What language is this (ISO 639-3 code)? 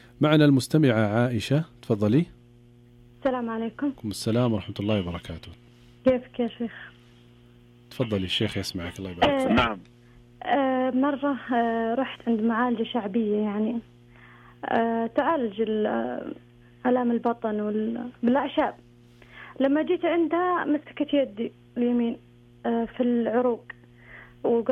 ars